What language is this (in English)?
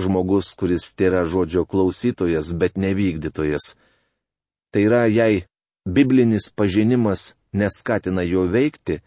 Lithuanian